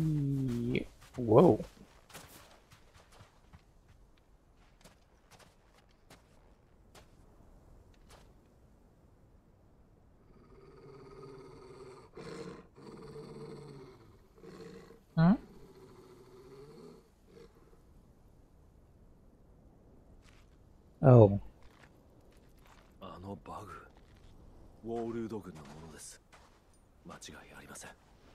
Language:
Japanese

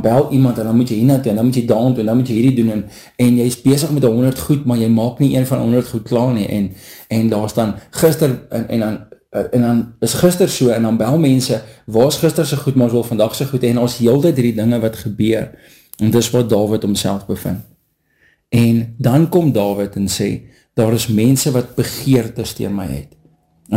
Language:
Afrikaans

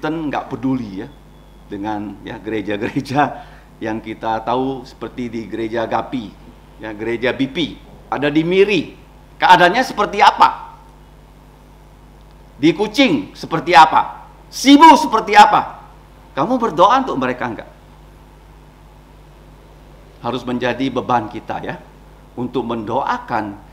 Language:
Indonesian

